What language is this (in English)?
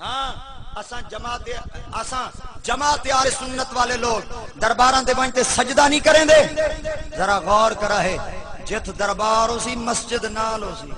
Saraiki